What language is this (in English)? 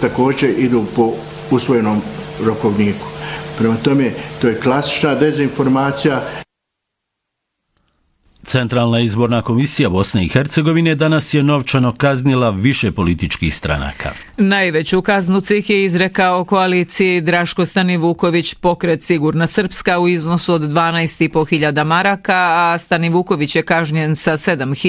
Bosnian